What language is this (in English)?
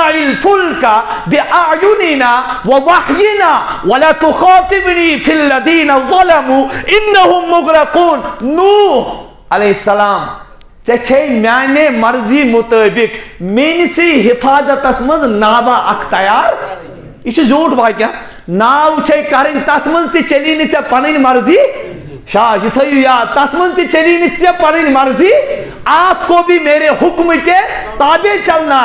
Kashmiri